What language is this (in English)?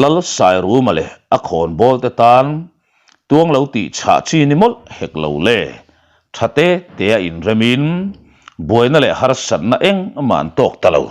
Mizo